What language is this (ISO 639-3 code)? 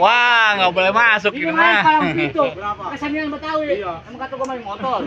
bew